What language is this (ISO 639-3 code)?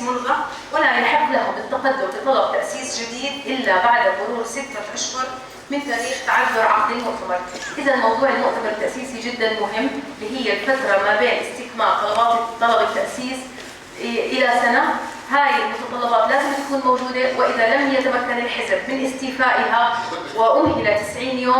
apc